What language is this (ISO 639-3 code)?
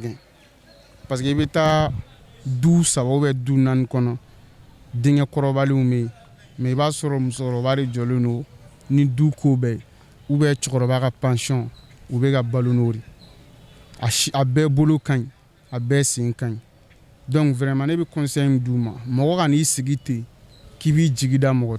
bam